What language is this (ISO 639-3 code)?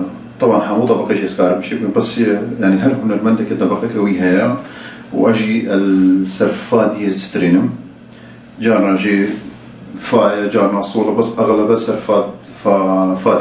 kur